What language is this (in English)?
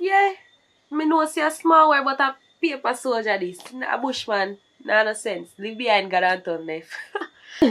Jamaican Creole English